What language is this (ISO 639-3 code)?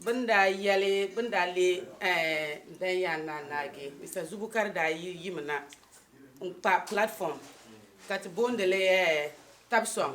dag